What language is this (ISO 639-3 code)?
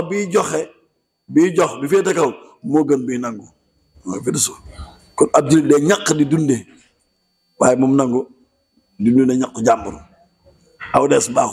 wol